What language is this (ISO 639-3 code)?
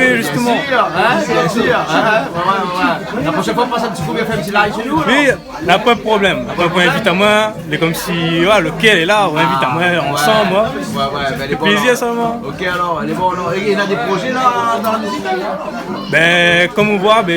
rcf